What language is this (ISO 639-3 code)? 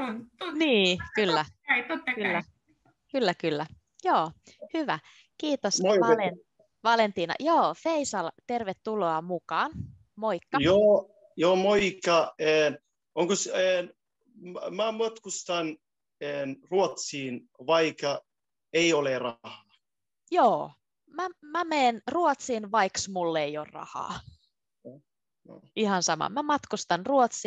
fin